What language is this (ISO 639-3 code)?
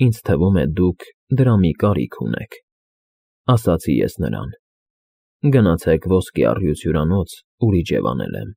hye